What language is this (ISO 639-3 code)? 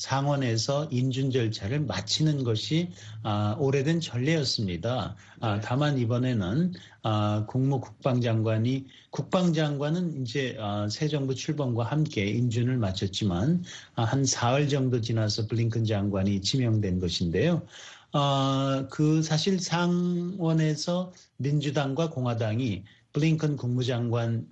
kor